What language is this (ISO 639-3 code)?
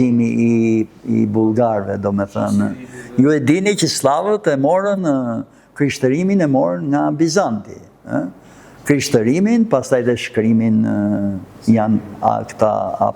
sqi